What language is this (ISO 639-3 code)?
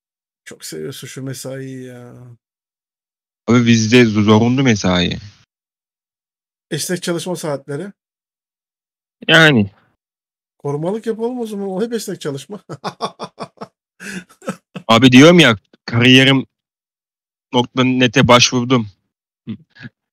tur